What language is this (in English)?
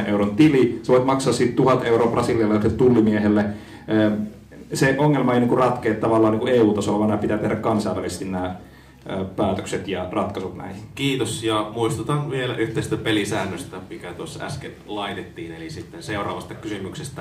Finnish